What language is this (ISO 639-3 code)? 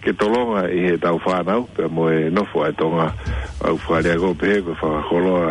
ton